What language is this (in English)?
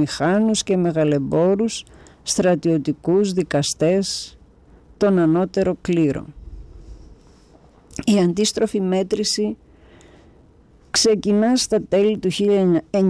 Greek